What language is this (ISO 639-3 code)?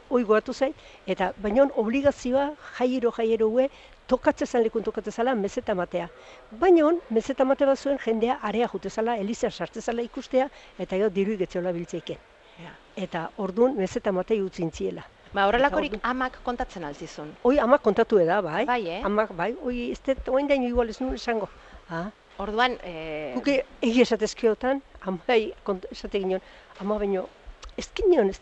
eus